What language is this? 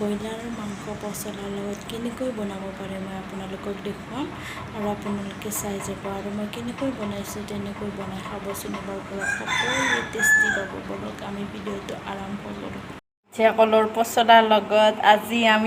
Assamese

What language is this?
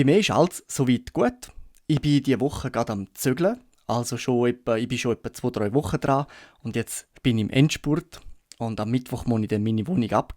Swiss German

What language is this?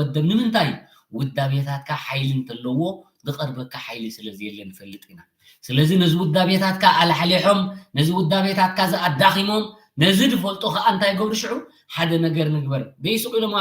Tigrinya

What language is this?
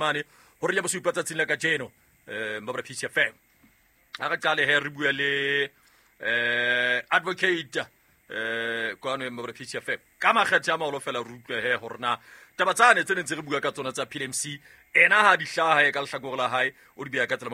Southern Sotho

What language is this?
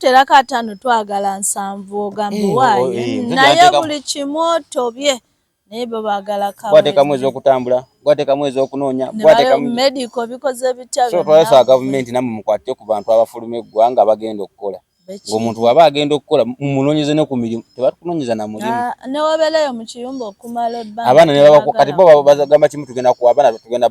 Ganda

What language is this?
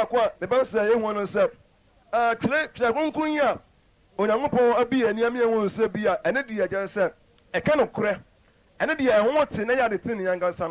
Akan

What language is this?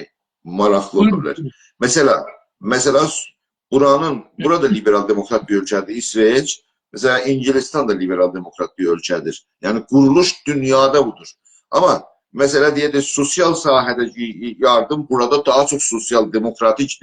South Azerbaijani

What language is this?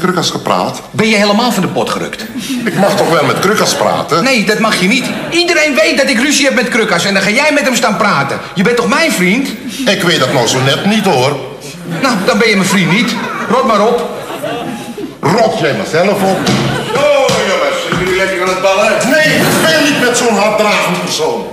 Dutch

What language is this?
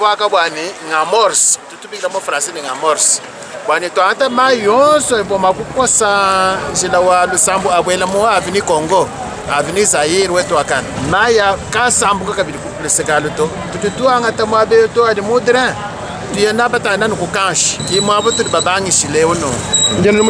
Luba-Lulua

